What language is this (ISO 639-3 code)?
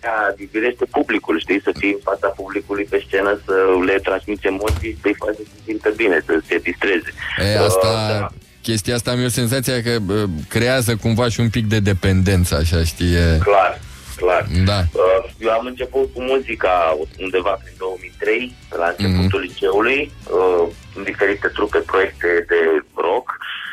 ron